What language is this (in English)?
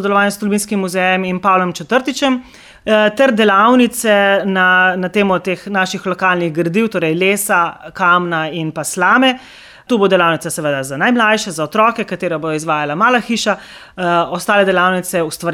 Slovenian